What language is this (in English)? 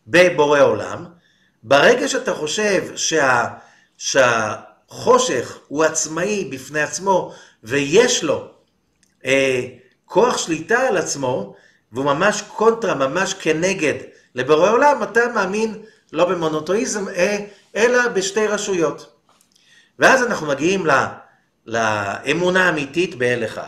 Hebrew